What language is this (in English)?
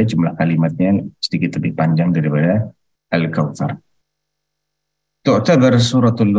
Indonesian